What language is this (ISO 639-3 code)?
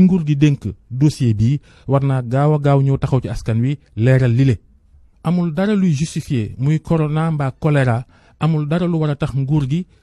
wol